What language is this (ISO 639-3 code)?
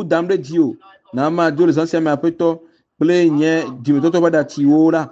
ewe